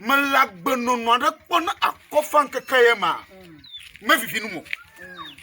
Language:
Ewe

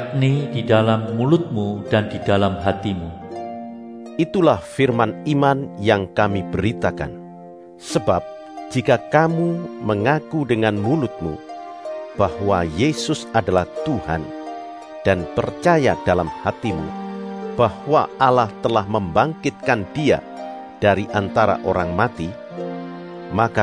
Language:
Indonesian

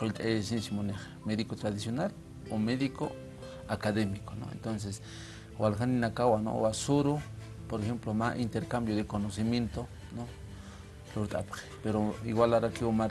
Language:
Aymara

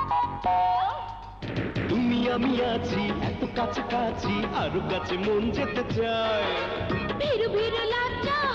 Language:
Bangla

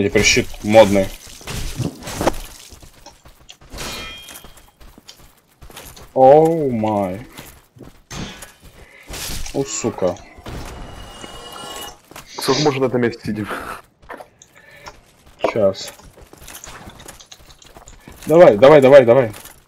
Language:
Russian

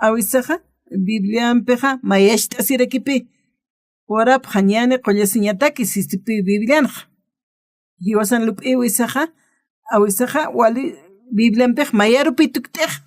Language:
Aymara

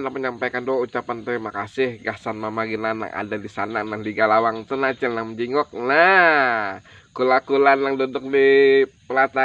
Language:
Banjar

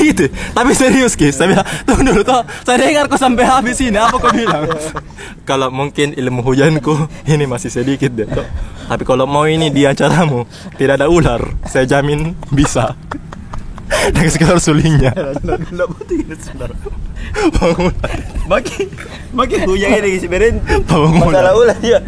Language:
Makassar Malay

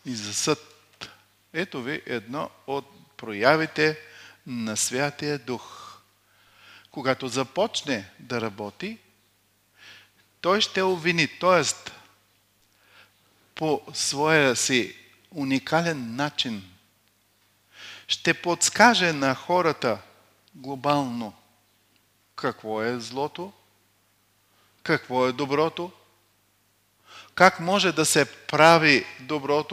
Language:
Bulgarian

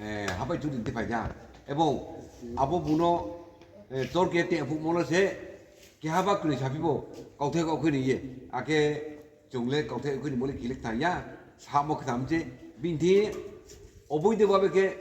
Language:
Riang (India)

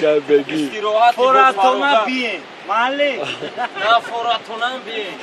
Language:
Tajik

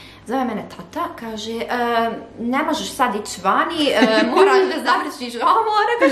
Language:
Bosnian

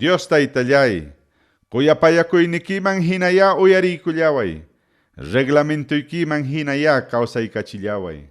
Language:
Ayacucho Quechua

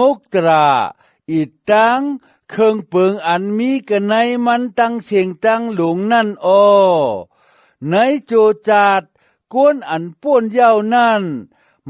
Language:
Shan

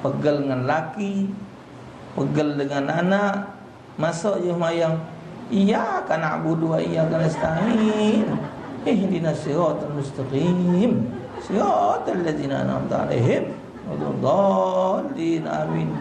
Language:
Musi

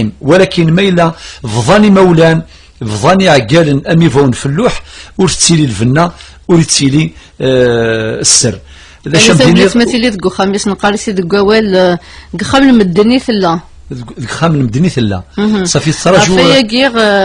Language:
Kabyle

